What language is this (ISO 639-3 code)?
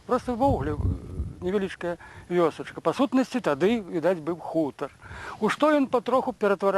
bel